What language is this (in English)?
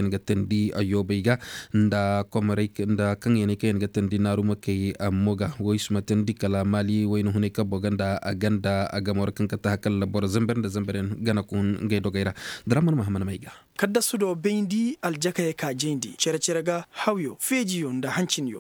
Koyraboro Senni